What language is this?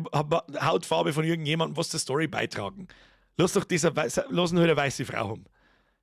Bavarian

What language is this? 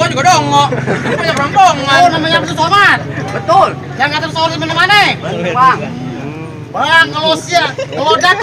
Betawi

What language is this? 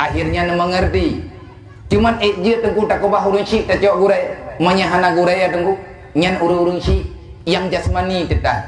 Achinese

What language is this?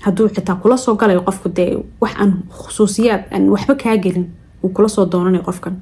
Somali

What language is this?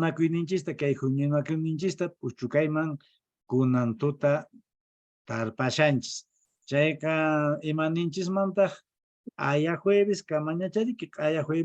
Quechua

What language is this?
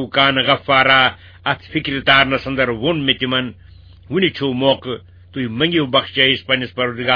Kashmiri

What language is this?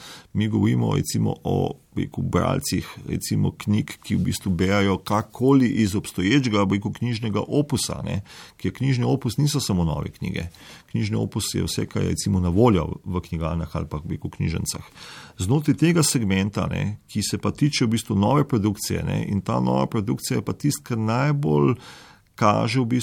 Slovenian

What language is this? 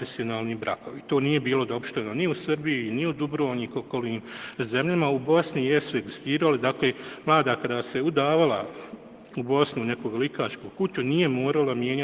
Bosnian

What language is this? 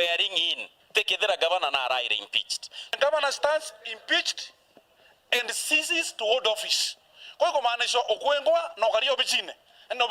Meru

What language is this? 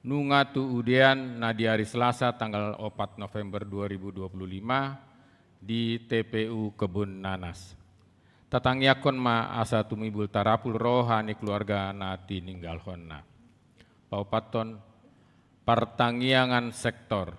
Batak Toba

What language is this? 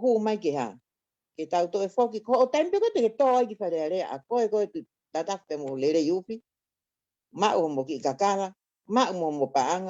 Tongan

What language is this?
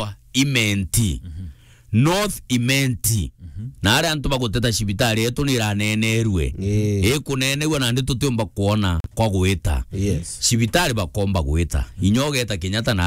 Meru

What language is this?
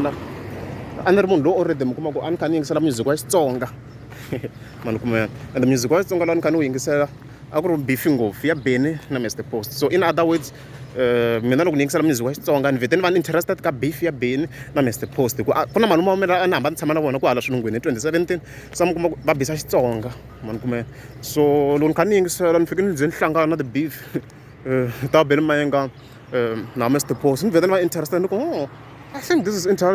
Tsonga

